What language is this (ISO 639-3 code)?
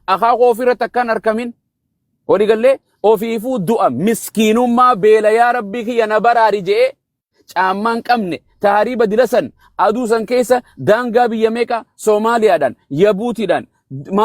orm